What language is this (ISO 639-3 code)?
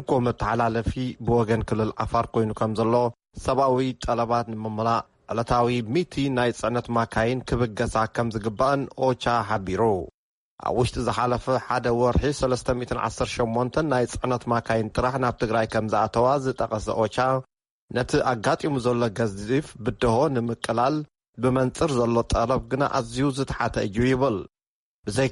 tir